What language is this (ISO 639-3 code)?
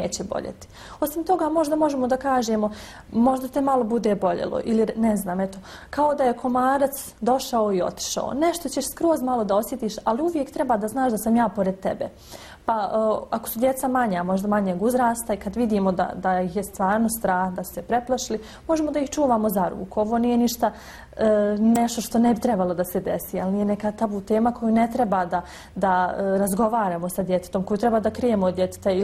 bos